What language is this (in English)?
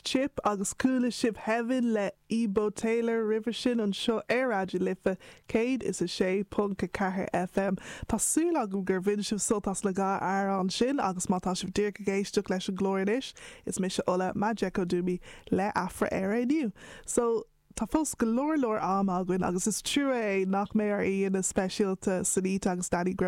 Irish